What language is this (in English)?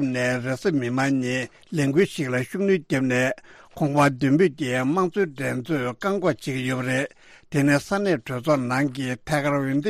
Tibetan